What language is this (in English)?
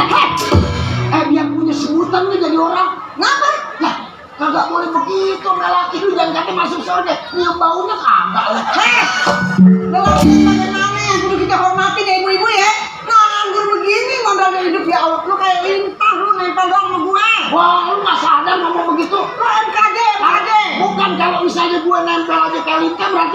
Betawi